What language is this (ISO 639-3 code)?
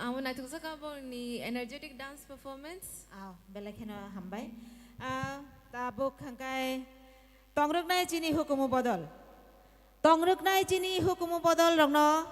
trp